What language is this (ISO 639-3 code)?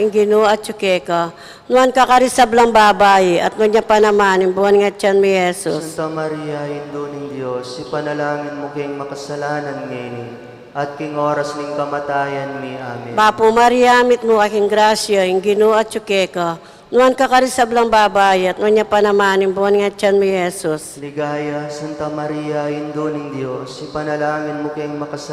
pam